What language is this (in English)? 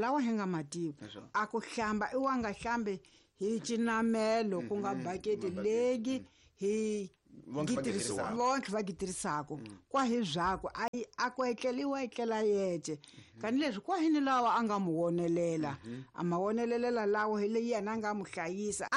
Tsonga